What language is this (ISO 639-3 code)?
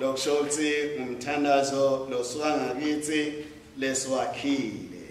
ssw